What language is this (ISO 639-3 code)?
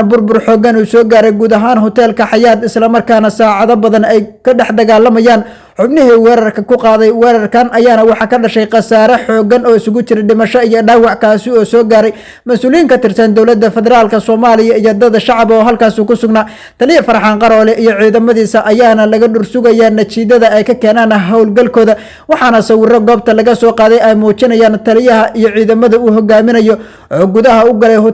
som